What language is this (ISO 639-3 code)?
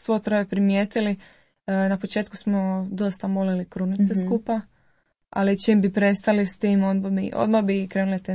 hrv